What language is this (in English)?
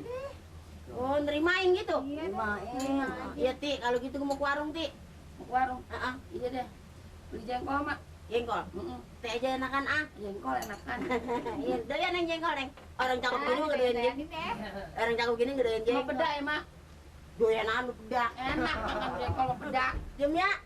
Betawi